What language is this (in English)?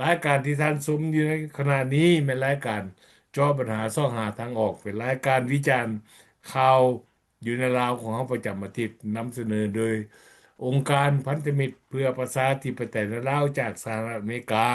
Lao